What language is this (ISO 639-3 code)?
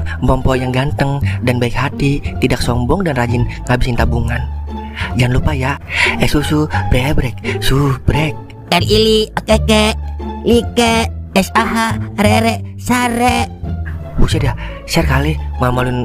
bew